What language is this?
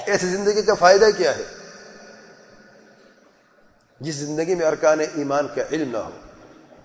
Urdu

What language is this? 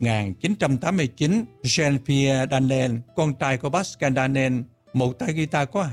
Vietnamese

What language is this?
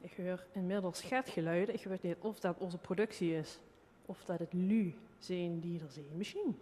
Limburgish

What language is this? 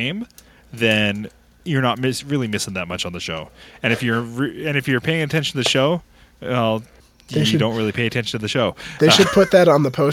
English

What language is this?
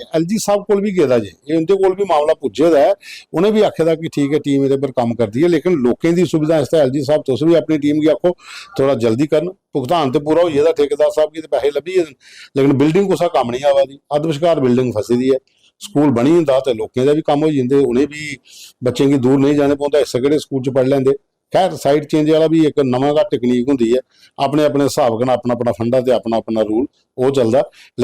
Dogri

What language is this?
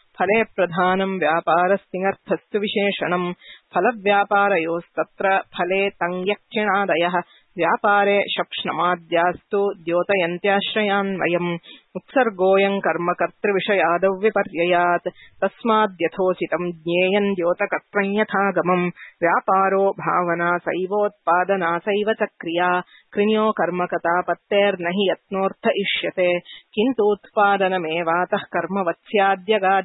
Sanskrit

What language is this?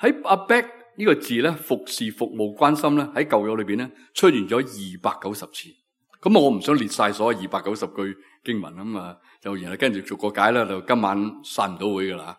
Cantonese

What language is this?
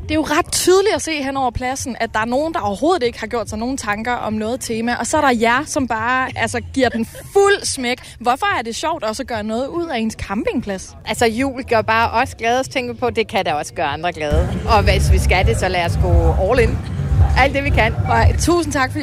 Danish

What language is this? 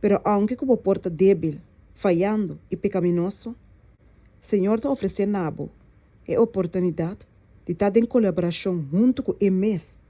Papiamento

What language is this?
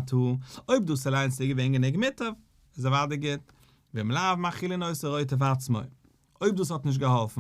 Yiddish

